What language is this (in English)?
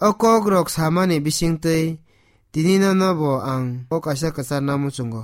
Kok Borok